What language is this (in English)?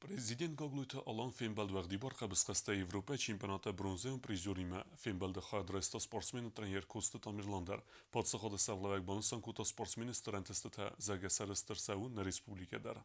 Ossetic